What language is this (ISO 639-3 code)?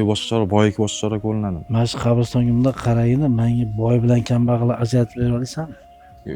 uzb